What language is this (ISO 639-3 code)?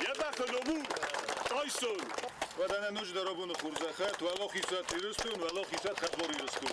oss